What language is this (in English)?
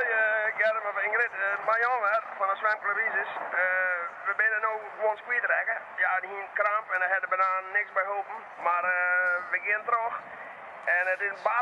Western Frisian